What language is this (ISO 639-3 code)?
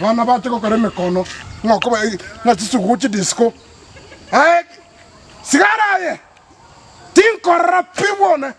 guz